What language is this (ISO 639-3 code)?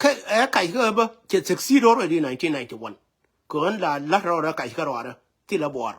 nus